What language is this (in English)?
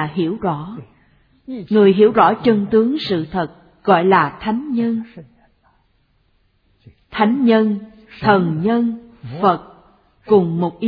Vietnamese